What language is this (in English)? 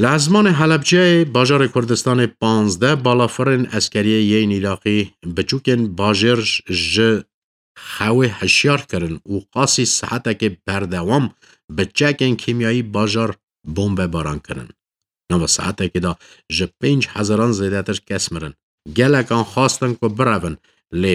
Kurdish